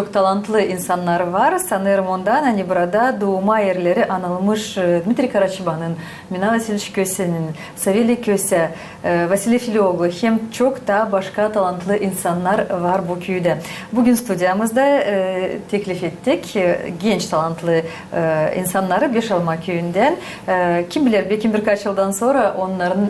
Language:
Gagauz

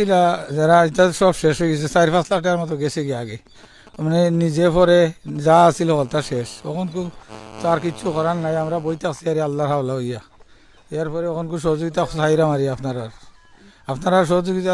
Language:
Sylheti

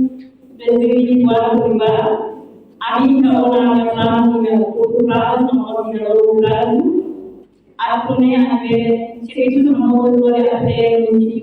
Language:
Tetum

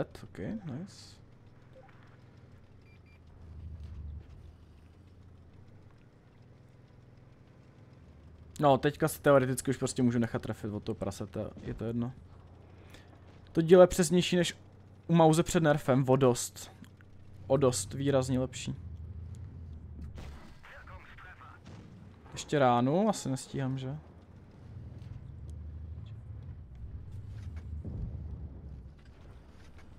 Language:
Czech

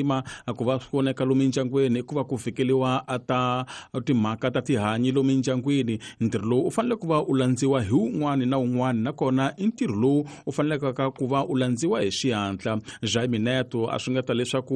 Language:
Tsonga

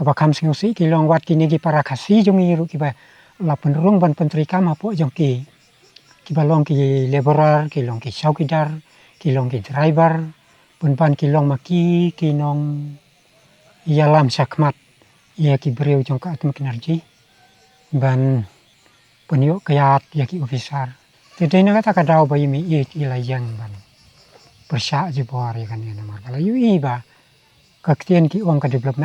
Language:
Khasi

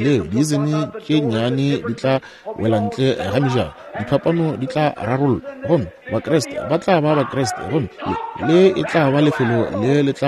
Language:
Northern Sotho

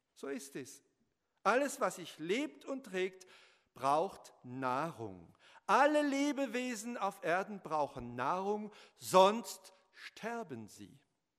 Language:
German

